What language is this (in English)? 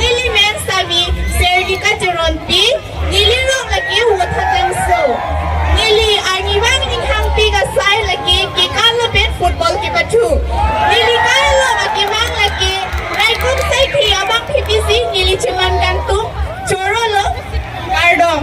Karbi